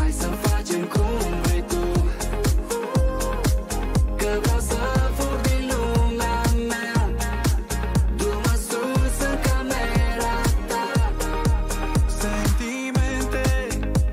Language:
Romanian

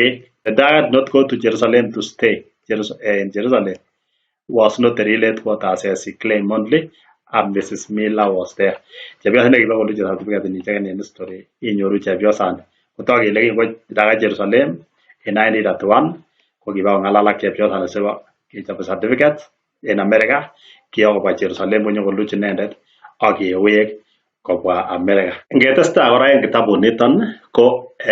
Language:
Kalenjin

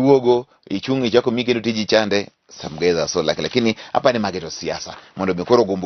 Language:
Luo (Kenya and Tanzania)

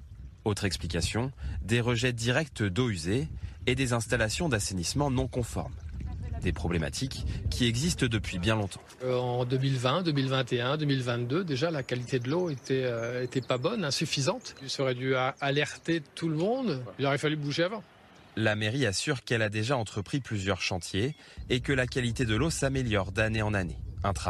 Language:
French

